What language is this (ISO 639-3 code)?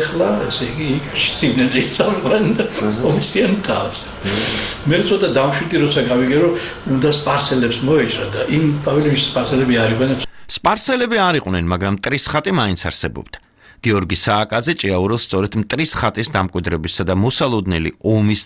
kat